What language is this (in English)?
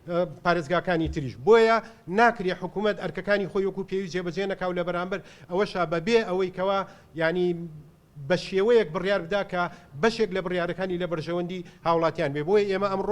Central Kurdish